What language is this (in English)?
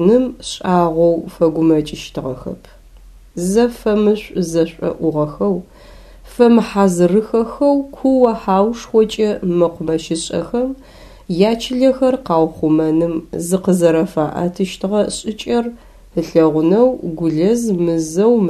Adyghe